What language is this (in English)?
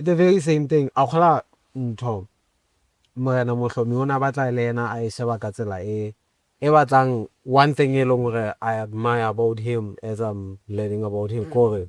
Southern Sotho